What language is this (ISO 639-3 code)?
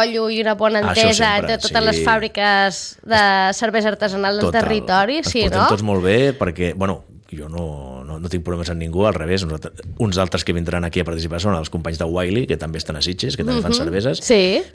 cat